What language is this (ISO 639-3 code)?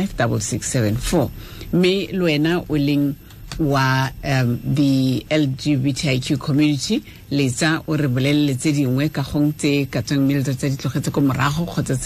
tsn